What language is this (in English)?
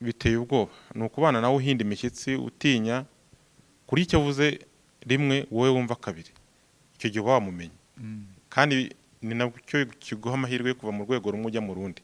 Kinyarwanda